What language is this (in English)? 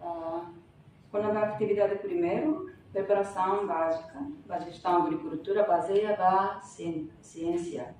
Tetum